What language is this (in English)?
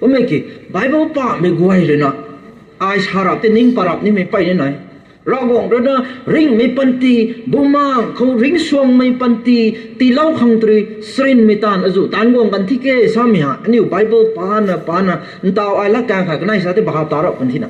Rongmei Naga